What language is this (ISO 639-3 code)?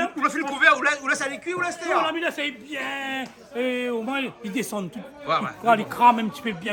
rcf